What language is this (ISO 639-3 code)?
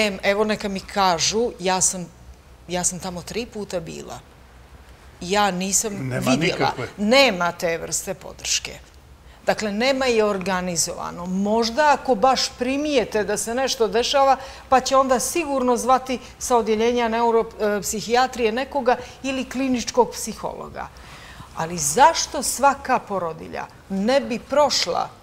bos